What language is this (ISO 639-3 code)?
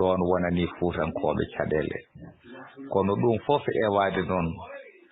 ful